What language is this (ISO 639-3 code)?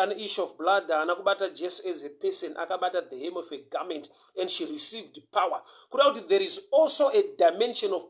sna